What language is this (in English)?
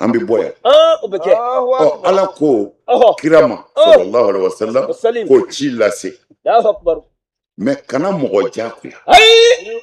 Bambara